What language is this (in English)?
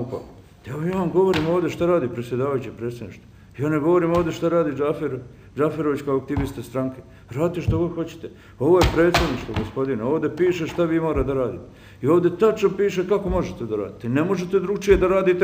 Bosnian